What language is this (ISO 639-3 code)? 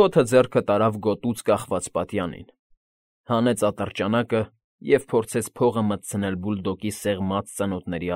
hye